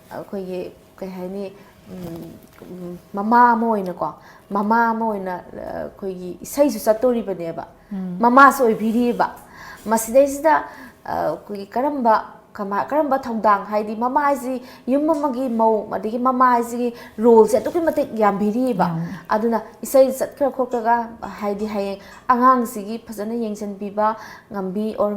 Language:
Manipuri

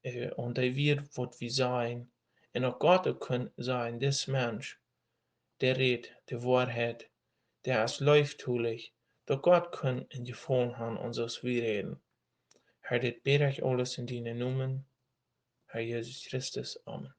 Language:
Plautdietsch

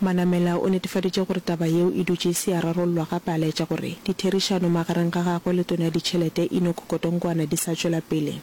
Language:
Northern Sotho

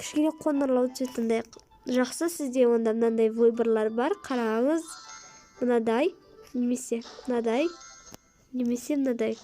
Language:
Kazakh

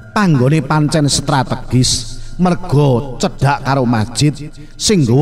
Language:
Javanese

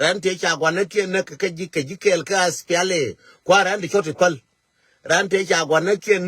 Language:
Nuer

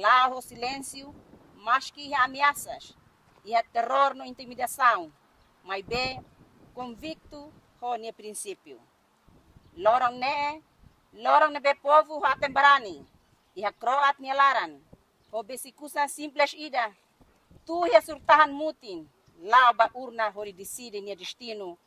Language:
Tetum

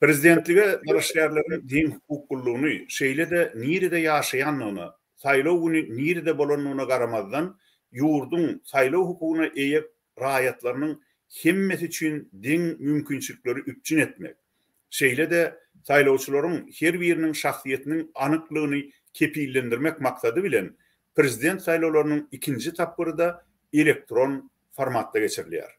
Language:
Turkmen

